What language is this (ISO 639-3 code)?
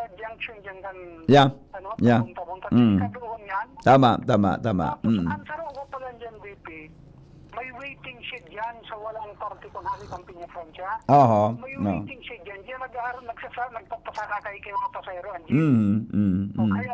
bik